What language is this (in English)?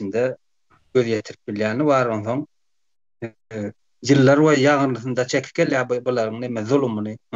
Turkmen